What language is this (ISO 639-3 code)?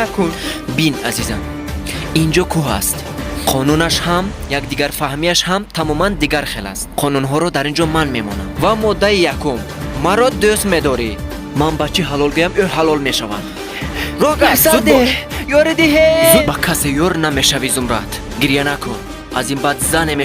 tgk